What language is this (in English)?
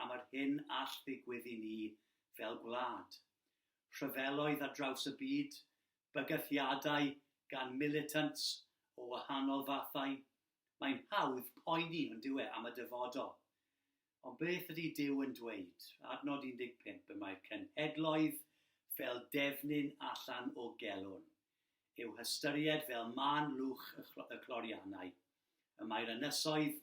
Welsh